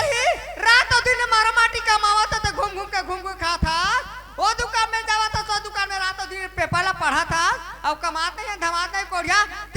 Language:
Chhattisgarhi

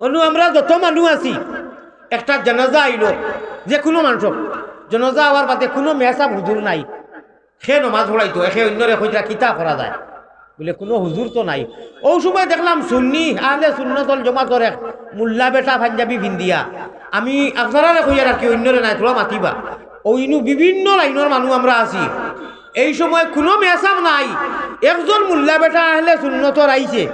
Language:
Sylheti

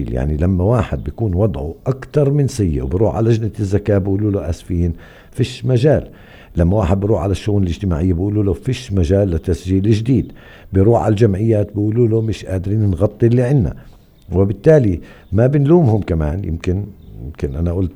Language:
North Levantine Arabic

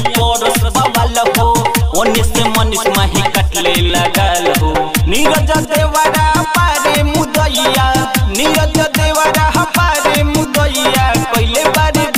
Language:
Bhojpuri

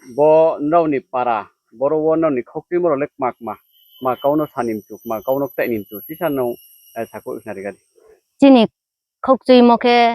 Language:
Riang (India)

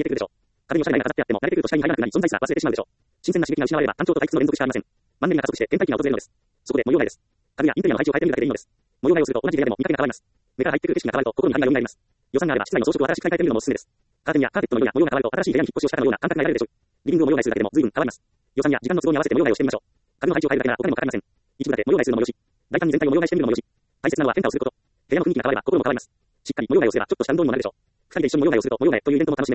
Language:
Japanese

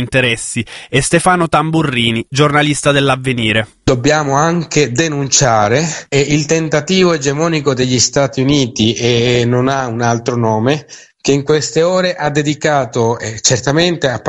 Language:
Italian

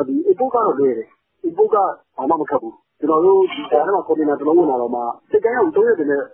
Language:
Burmese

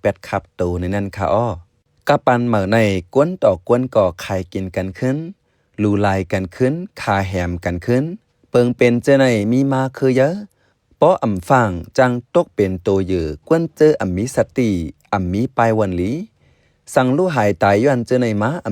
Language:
Shan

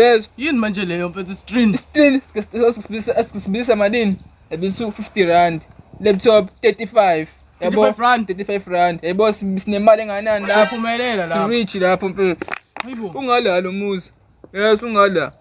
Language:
Zulu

